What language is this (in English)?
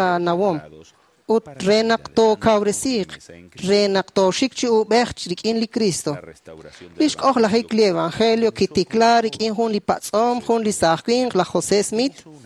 Kekchí